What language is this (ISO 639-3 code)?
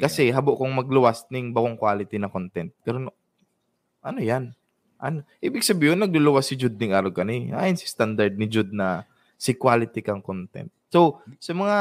bik